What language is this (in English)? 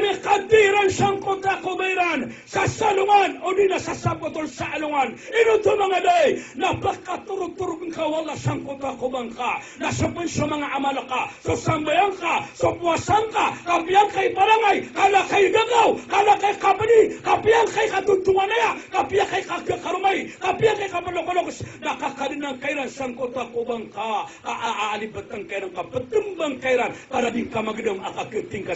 Maranao